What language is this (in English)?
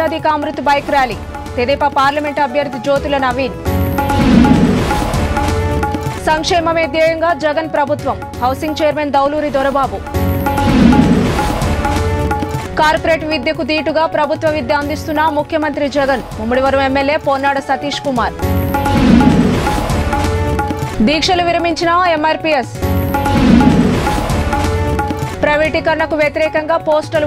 Telugu